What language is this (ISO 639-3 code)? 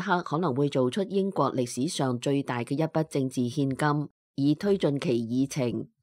yue